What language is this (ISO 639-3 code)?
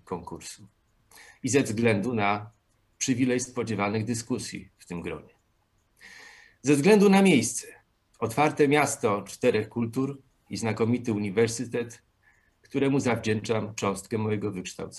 pol